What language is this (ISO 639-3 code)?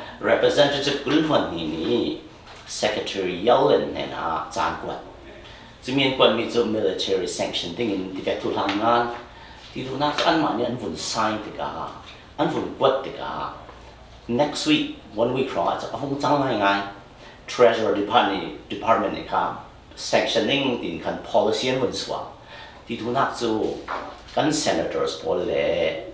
cnh